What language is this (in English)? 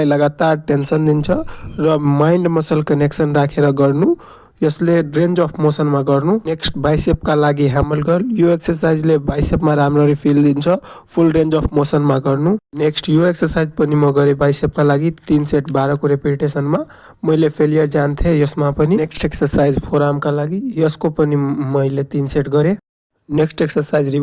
Nepali